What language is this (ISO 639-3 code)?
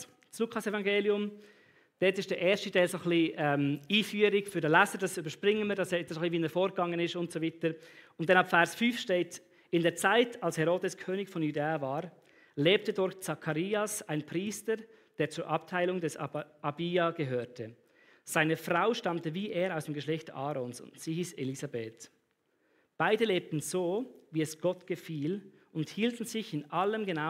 gsw